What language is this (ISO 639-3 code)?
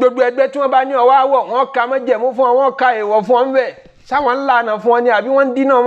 yor